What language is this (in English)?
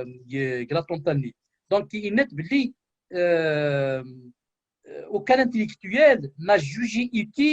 Kabyle